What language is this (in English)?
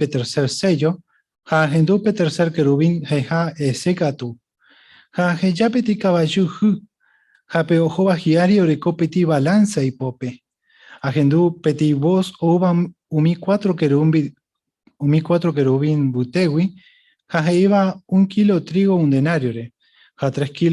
Guarani